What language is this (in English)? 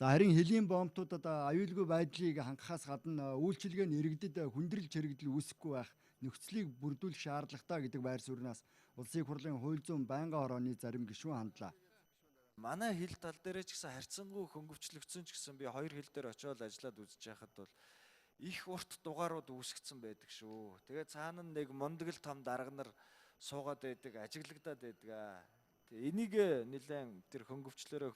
Mongolian